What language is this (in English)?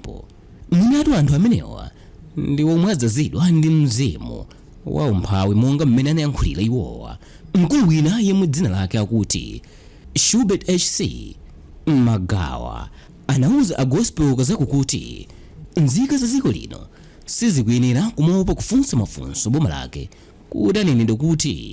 Nyanja